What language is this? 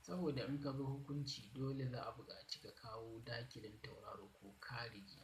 Hausa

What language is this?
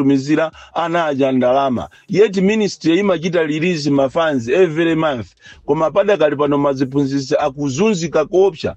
Nyanja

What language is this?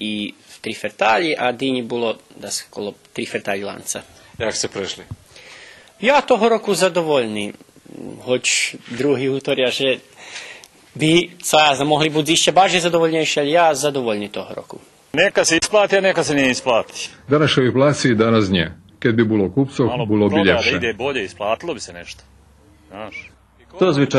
Rusyn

